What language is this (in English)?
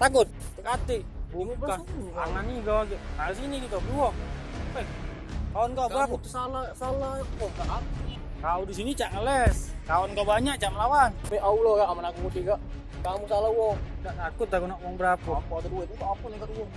Musi